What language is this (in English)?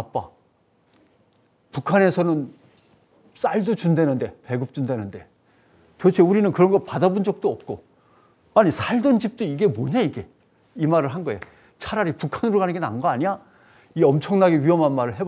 Korean